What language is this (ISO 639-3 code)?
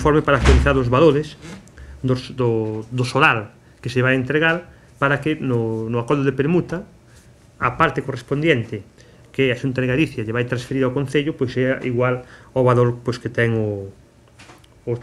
glg